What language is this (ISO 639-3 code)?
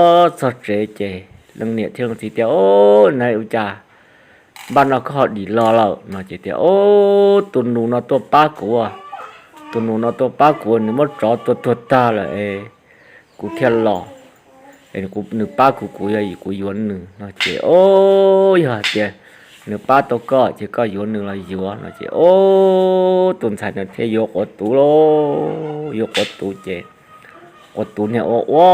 hmn